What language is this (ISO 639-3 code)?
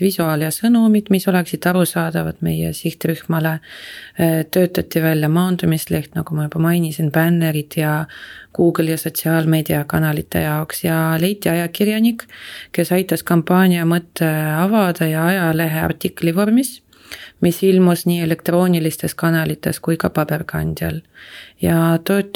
est